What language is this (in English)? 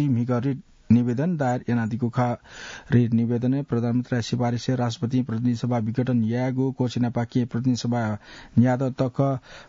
Newari